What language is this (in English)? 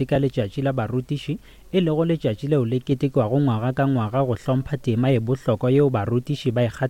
Northern Sotho